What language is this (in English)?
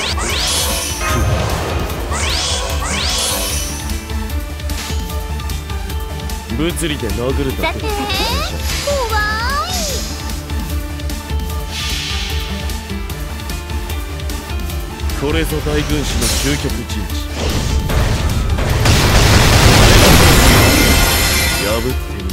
Japanese